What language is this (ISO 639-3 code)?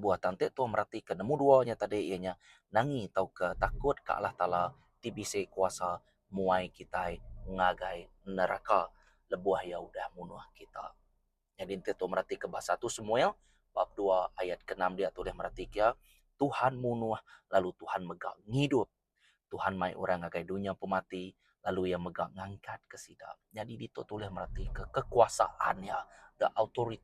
iba